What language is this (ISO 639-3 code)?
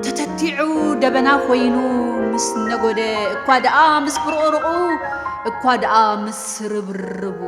tir